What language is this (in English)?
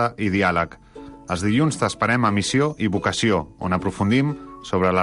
Catalan